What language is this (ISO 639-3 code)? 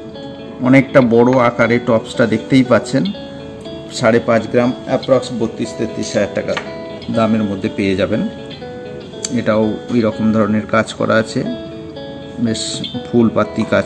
ben